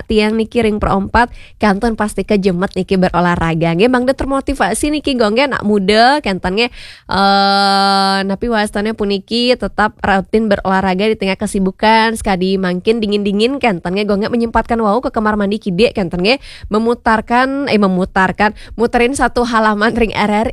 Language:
Balinese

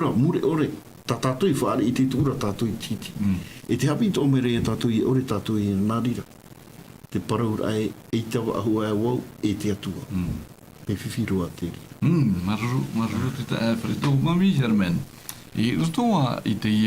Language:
Tahitian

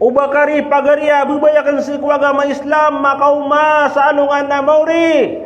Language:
Maranao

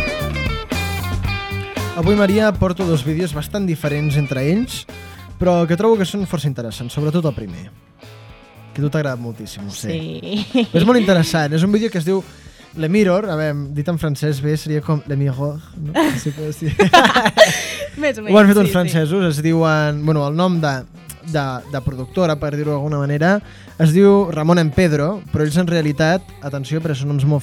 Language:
Catalan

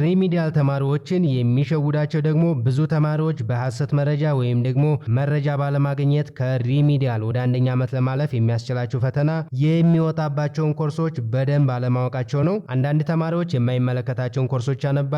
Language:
Amharic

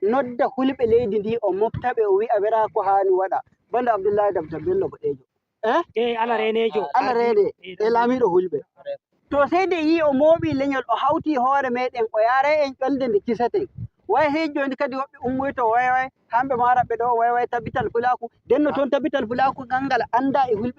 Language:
Nigerian Fulfulde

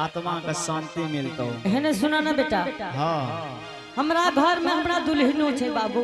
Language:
Angika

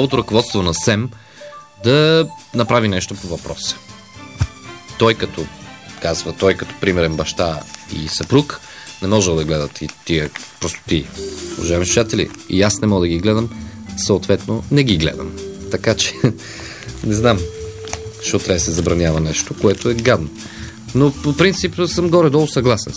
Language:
Bulgarian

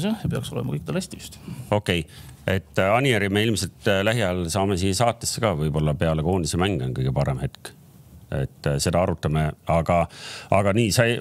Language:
Estonian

